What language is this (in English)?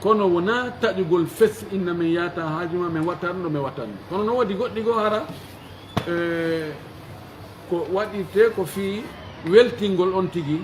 Pular